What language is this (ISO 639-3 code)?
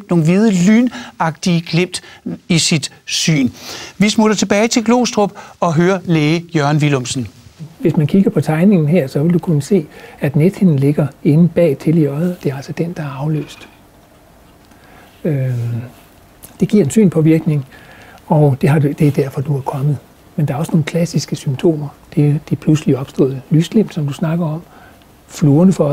dan